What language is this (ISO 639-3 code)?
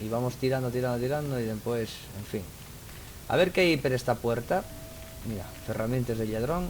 ast